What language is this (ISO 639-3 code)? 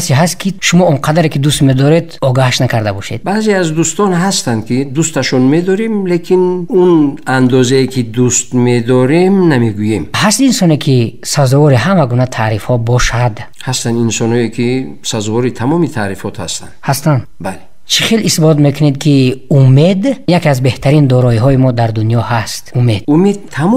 tgk